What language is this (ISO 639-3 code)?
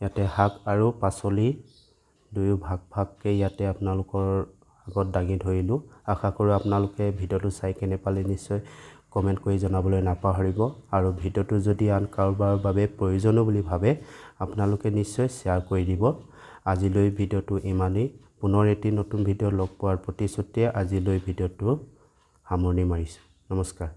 asm